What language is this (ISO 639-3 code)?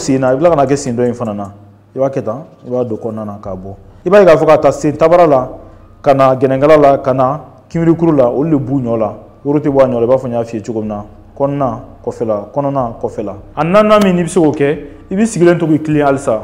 bam